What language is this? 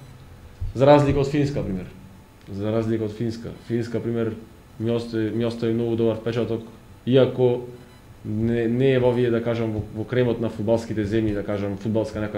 Macedonian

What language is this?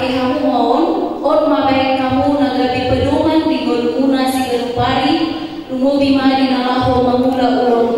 Batak Toba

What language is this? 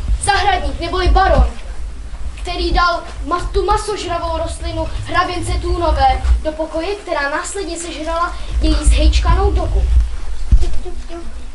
Czech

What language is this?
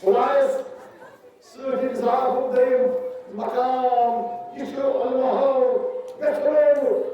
Kashmiri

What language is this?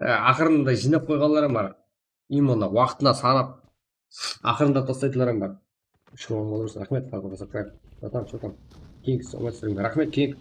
Kara-Kalpak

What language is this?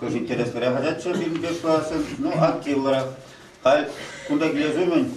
Chuvash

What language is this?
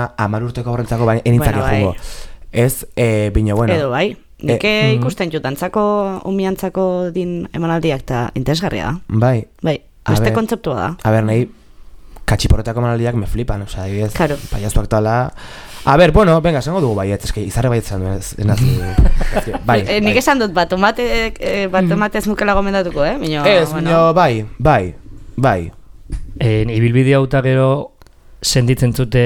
Basque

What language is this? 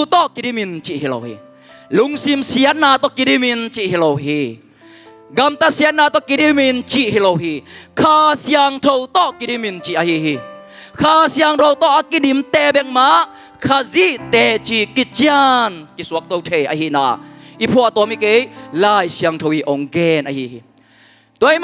Tedim Chin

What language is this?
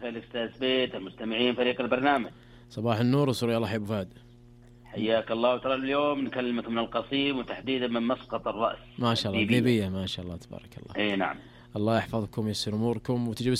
Arabic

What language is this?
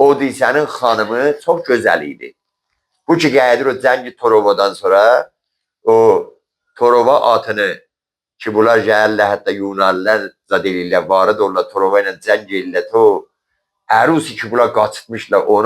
Azerbaijani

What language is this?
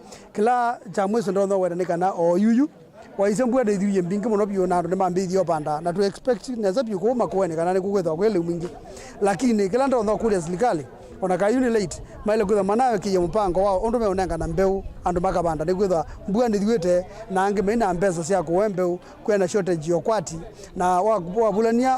Kamba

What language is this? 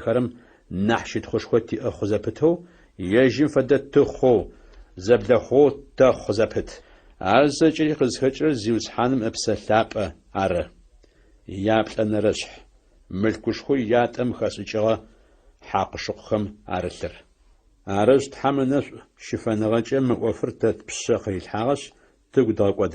Adyghe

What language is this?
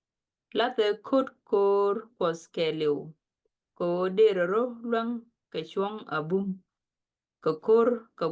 Nuer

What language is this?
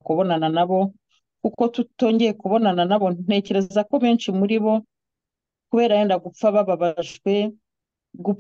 Kinyarwanda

